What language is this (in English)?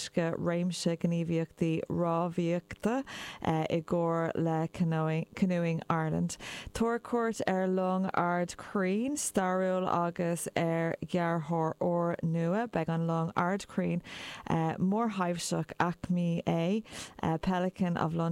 Irish